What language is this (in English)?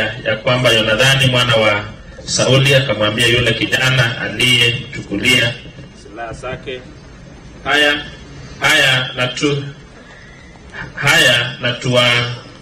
Swahili